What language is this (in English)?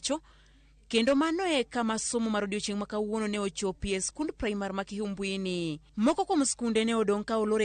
Luo (Kenya and Tanzania)